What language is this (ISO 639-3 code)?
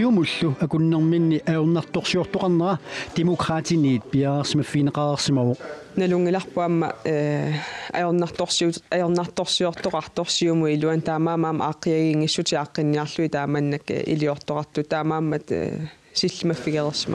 kal